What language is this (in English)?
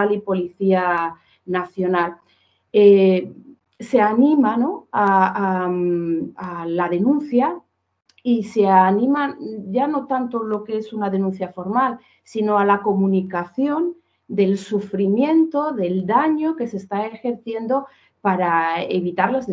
Spanish